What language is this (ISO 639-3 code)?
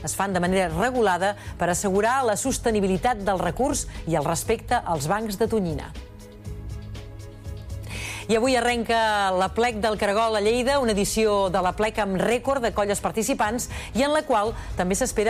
cat